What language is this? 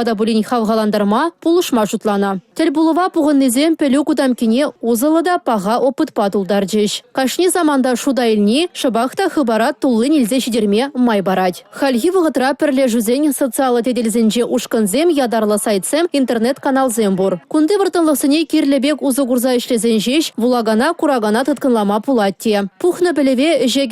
Chuvash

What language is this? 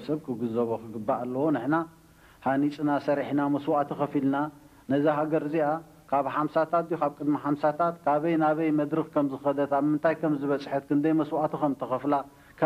Tigrinya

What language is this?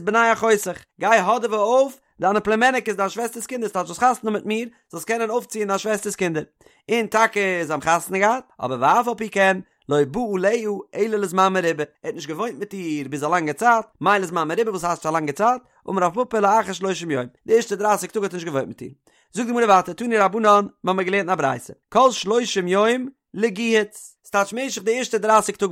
Yiddish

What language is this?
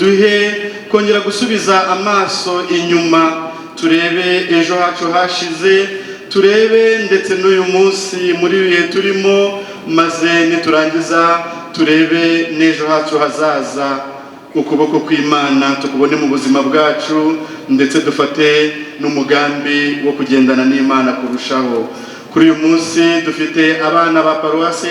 Kinyarwanda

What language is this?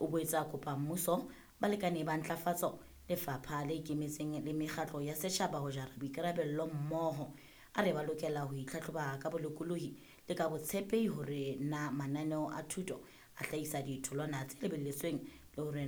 Southern Sotho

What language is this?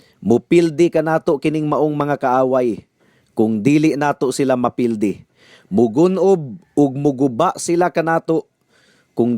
Cebuano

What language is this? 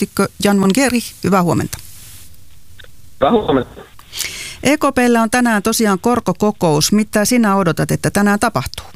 Finnish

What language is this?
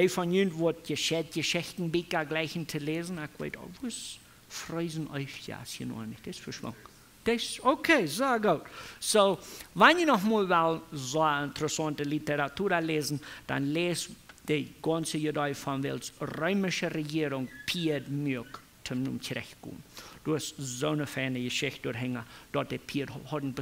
Plautdietsch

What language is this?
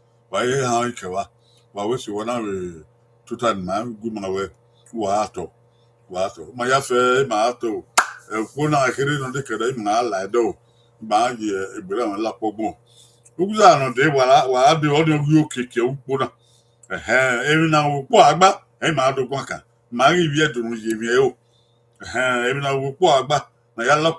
Bini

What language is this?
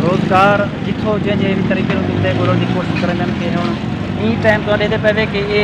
Saraiki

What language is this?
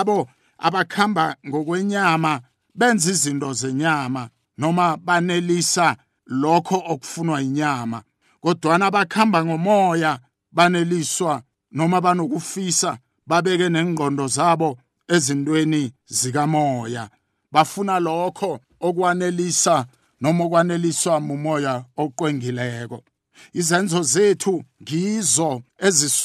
South Ndebele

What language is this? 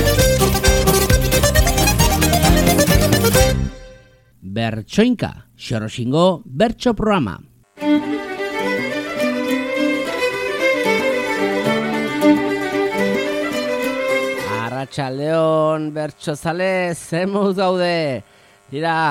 Basque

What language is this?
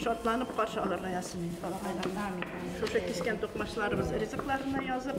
Bashkir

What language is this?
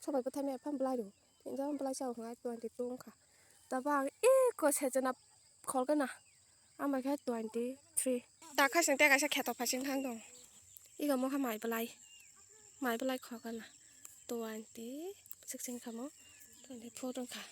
Kok Borok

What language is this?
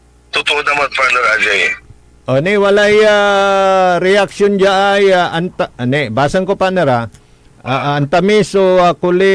Pangasinan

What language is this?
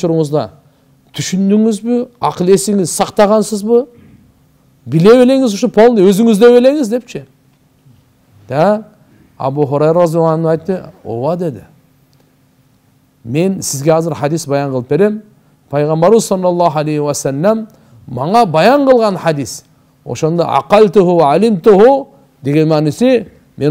Kyrgyz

